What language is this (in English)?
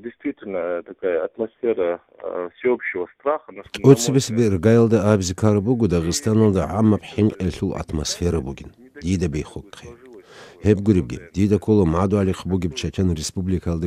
Avaric